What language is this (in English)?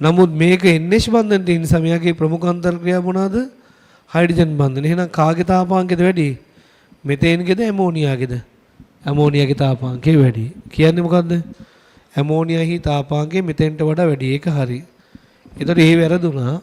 Sinhala